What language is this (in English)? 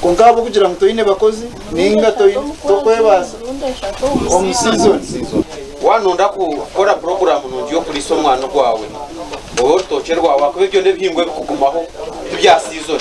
Nyankole